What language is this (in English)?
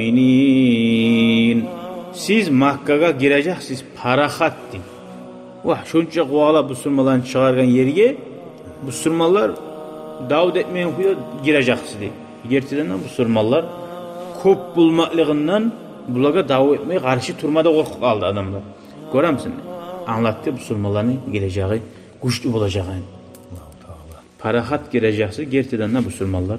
Kumyk